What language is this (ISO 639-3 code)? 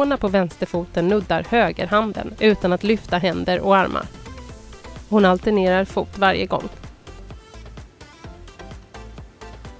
swe